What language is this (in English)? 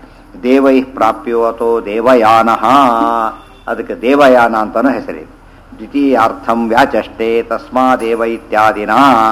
Kannada